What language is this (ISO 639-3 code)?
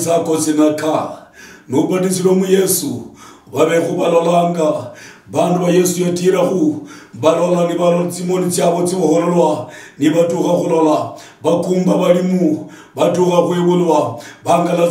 luy